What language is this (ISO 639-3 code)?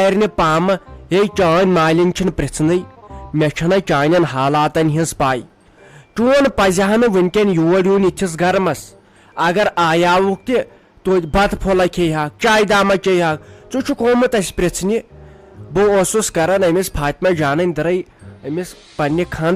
kas